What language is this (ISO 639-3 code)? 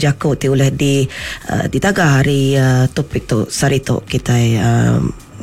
iba